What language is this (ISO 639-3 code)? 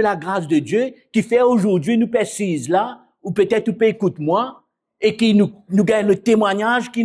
mfe